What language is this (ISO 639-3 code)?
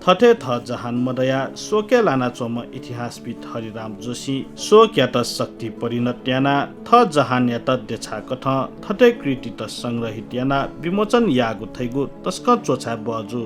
new